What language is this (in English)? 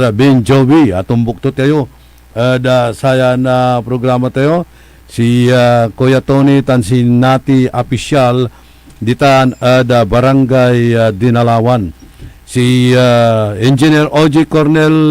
Pangasinan